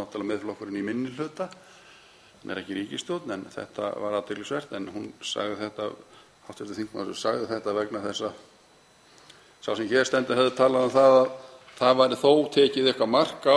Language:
Icelandic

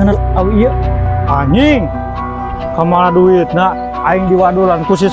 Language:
Sundanese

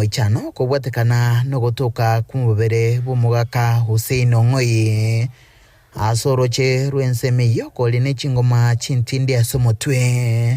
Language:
Gusii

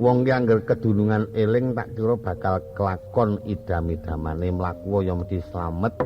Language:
Javanese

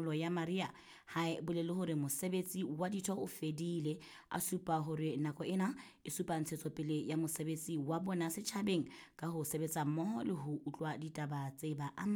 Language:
Southern Sotho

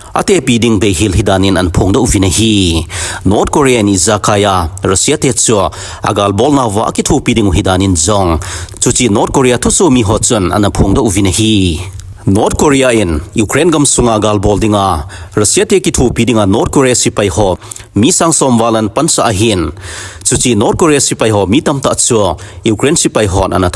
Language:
Thado Chin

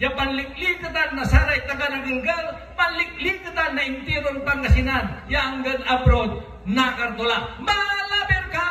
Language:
Pangasinan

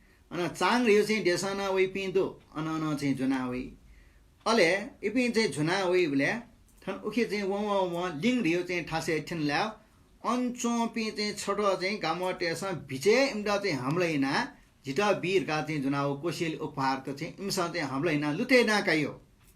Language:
Newari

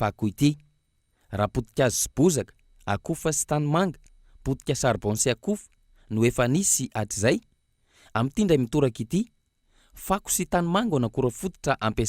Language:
Malagasy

